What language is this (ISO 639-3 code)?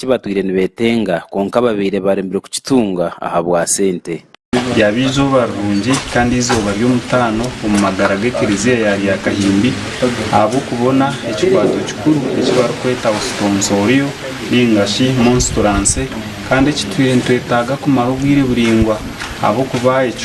nyn